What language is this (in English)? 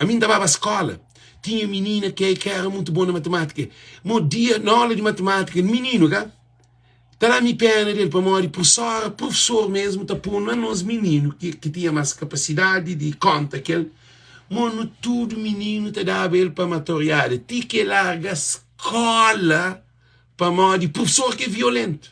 Kabuverdianu